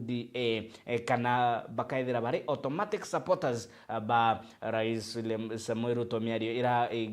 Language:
Meru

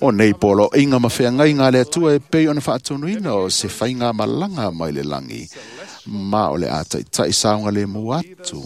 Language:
Samoan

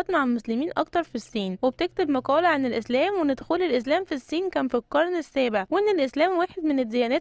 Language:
Egyptian Arabic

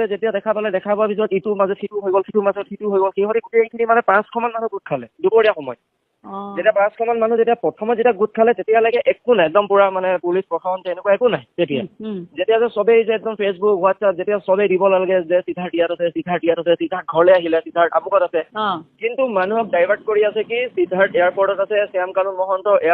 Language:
Assamese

